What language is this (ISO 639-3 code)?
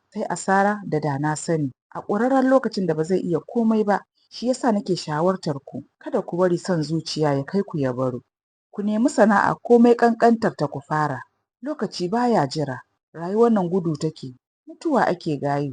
hau